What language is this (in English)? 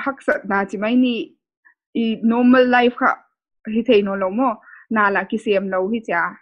Paite Chin